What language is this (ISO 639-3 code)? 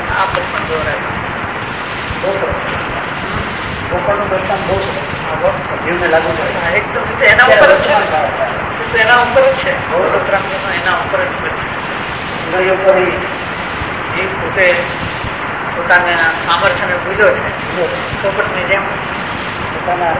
guj